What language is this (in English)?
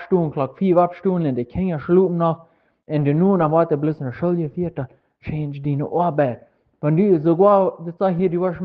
Plautdietsch